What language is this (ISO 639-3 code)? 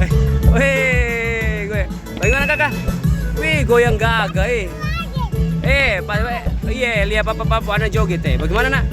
abs